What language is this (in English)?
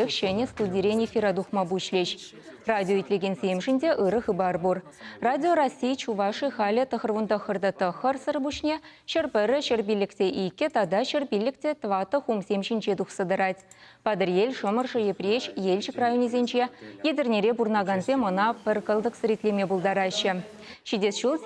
Chuvash